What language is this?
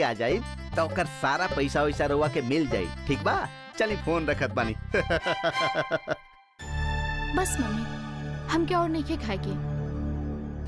Bhojpuri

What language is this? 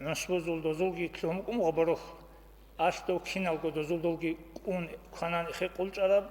Avaric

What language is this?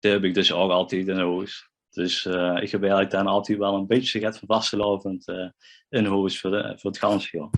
Limburgish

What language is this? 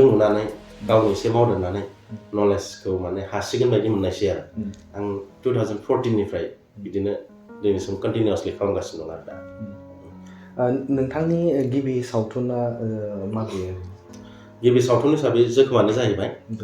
Bodo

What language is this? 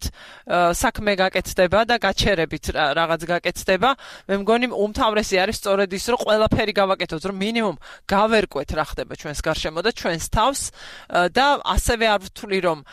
Georgian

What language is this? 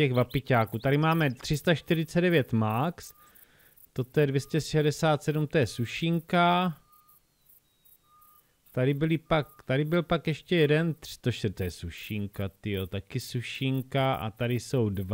Czech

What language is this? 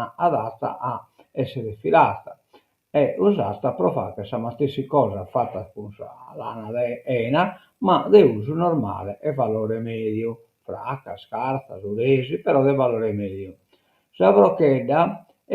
Sardinian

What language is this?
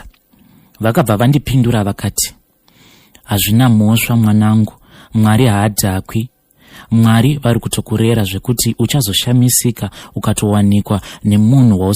Shona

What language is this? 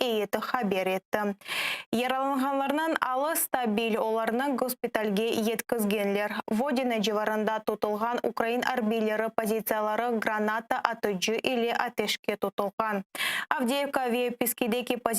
Crimean Tatar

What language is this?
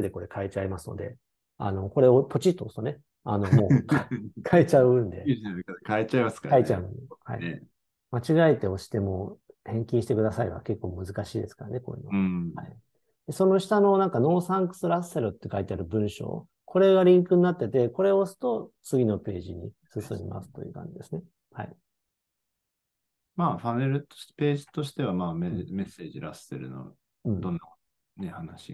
Japanese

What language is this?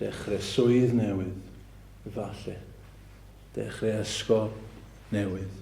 Welsh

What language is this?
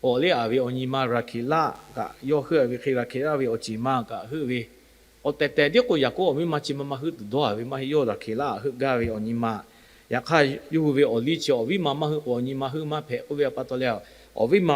Lahu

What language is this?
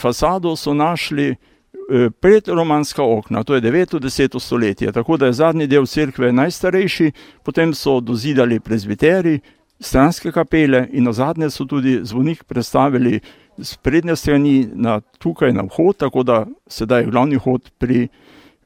Slovenian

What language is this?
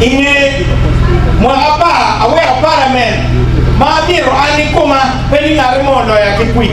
Acoli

